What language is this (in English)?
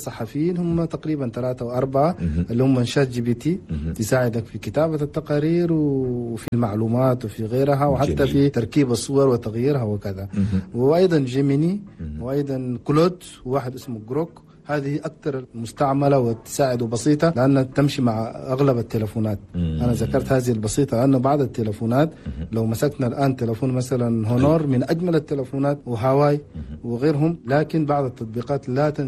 Chadian Arabic